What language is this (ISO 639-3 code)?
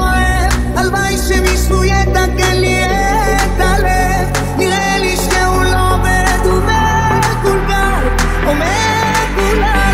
heb